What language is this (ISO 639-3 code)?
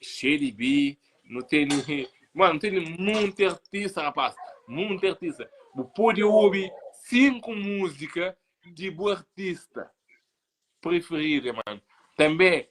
kea